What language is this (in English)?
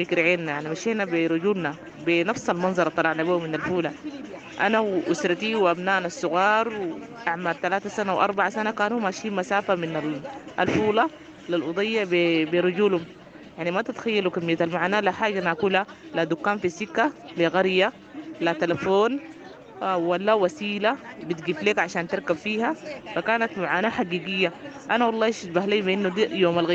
Sudanese Arabic